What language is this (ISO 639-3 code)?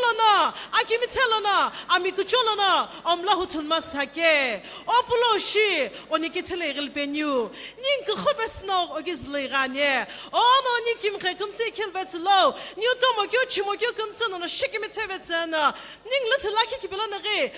nsm